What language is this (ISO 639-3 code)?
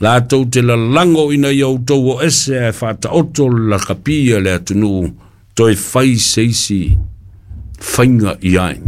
smo